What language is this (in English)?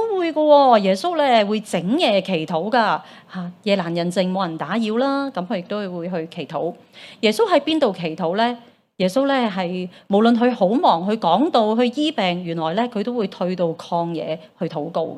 Cantonese